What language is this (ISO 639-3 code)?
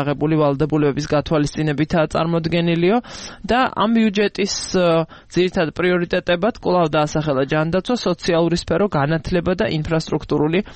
kat